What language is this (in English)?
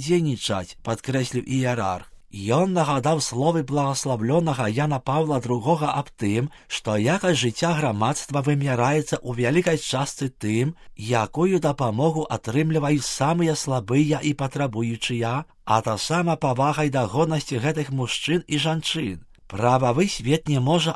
Belarusian